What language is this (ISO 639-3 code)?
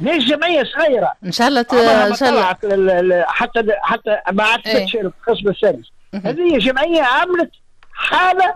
aeb